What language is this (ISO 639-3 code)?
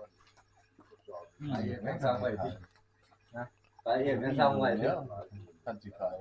lao